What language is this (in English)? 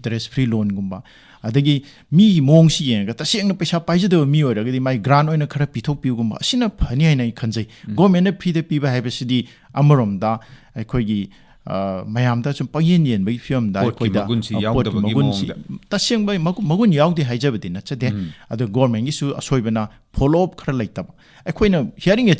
Manipuri